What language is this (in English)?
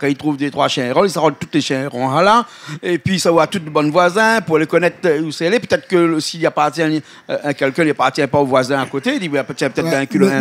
Réunion Creole French